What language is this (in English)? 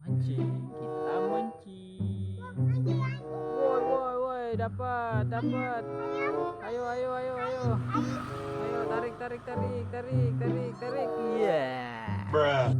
Betawi